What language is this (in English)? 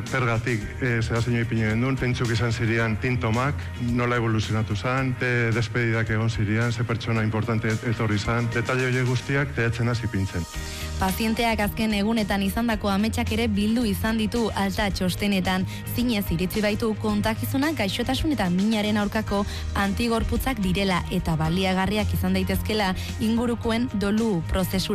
Basque